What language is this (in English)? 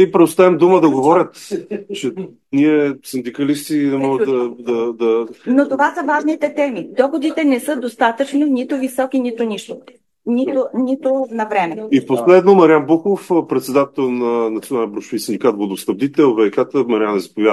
Bulgarian